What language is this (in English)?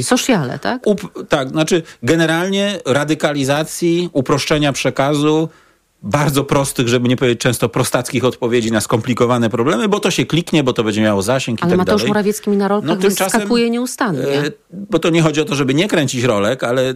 Polish